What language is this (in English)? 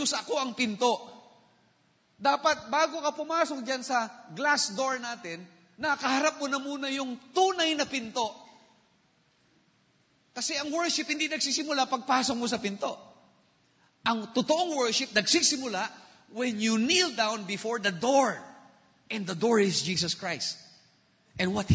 Filipino